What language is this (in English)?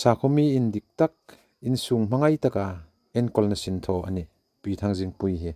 Hmar